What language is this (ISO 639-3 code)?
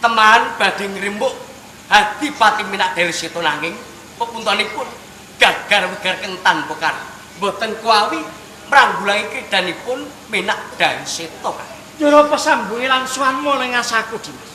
jav